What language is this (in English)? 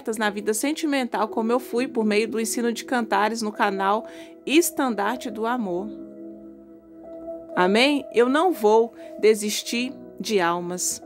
Portuguese